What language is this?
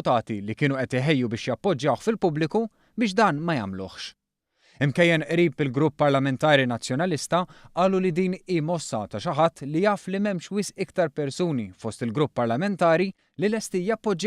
Maltese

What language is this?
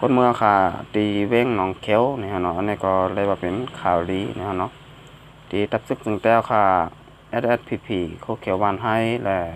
Shan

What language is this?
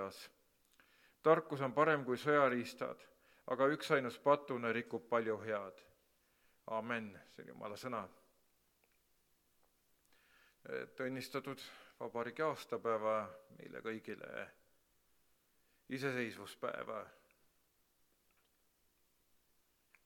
Estonian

